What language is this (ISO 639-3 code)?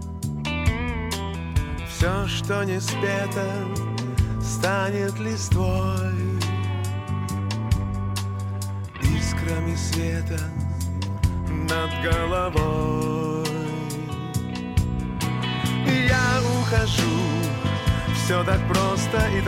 rus